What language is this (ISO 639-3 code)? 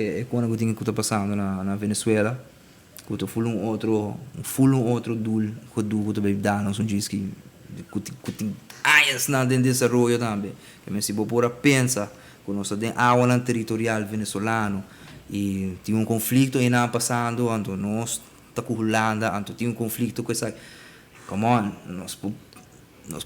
pap